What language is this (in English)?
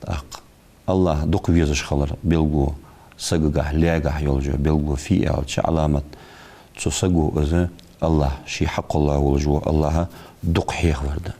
Ingush